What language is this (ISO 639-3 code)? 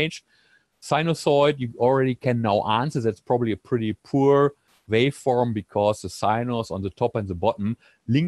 eng